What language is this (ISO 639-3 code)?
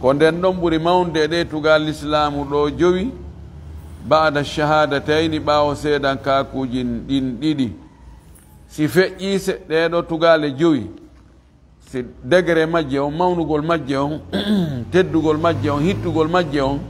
ful